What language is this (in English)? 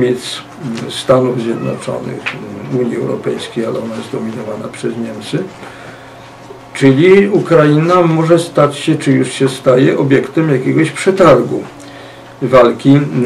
Polish